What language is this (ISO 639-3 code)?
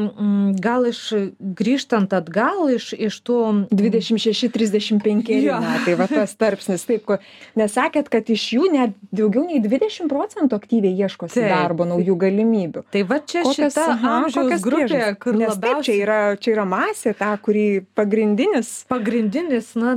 lit